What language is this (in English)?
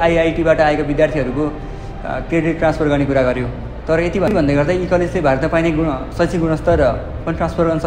Nepali